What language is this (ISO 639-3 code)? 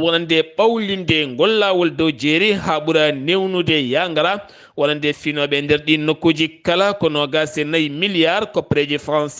ful